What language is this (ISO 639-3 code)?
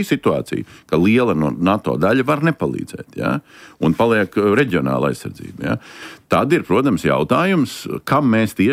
lav